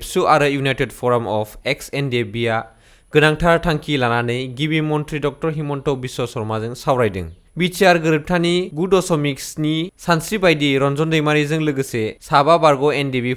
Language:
Bodo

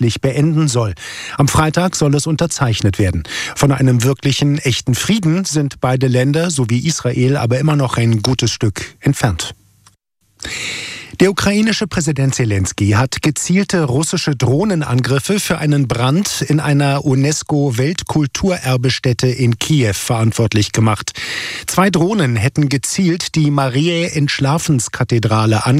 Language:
German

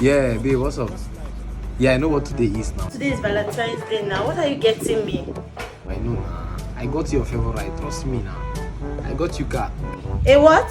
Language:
Nigerian Pidgin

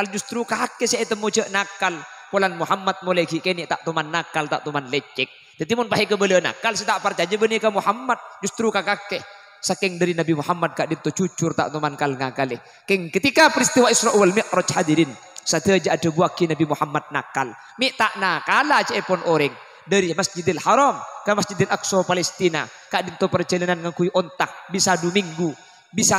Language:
Madurese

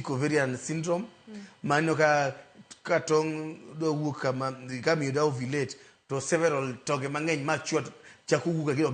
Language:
Luo (Kenya and Tanzania)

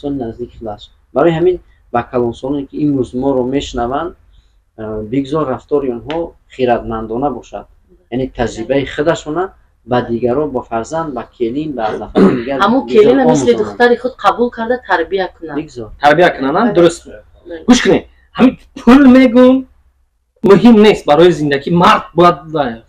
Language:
Tajik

